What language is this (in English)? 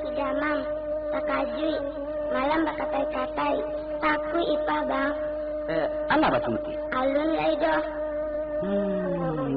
Minangkabau